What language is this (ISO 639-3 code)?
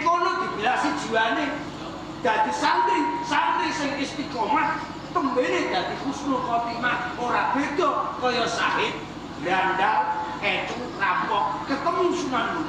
jav